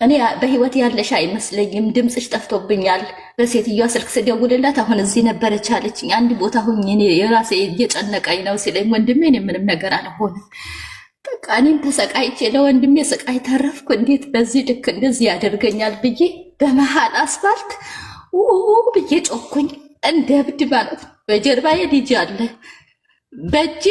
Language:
Amharic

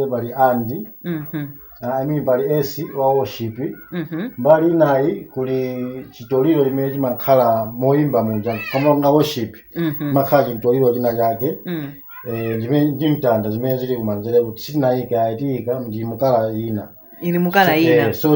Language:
Nyanja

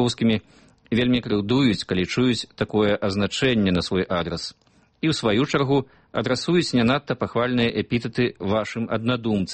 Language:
Belarusian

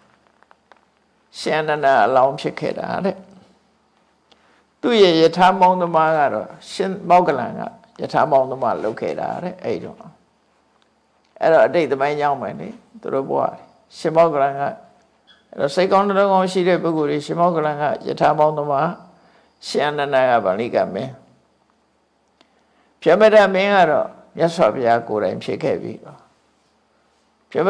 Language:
Burmese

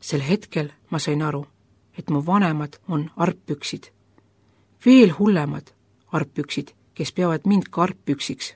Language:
Estonian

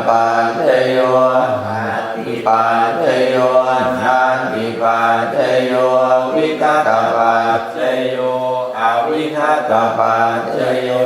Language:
Pali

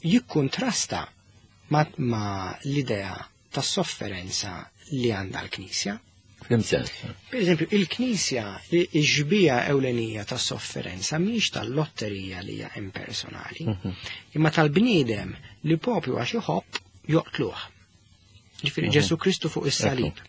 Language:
Maltese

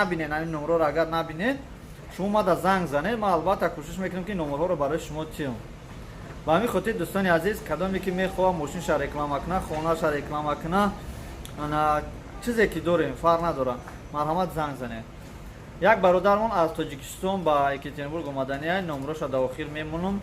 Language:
Tajik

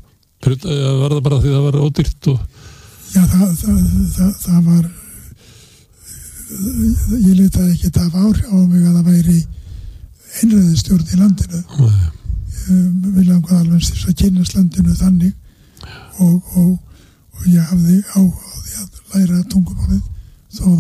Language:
Icelandic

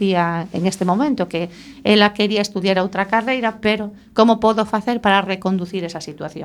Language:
Galician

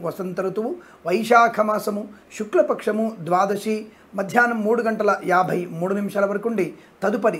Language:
Telugu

